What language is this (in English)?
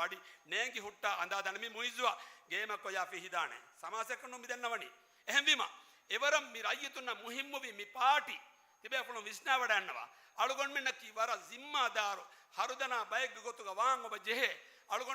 Divehi